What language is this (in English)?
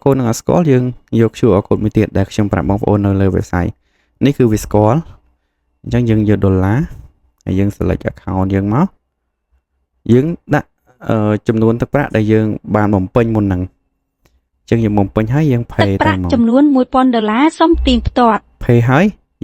Khmer